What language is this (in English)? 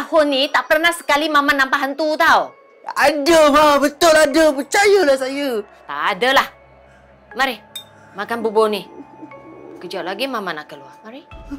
Malay